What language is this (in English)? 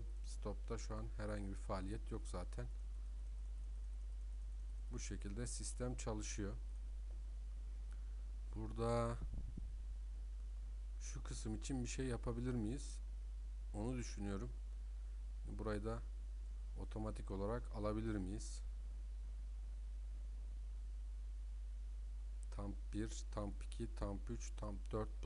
Turkish